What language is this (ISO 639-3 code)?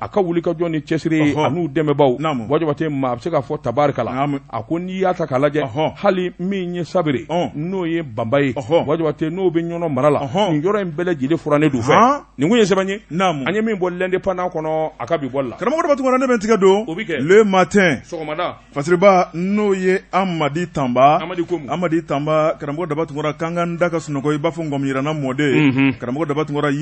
bam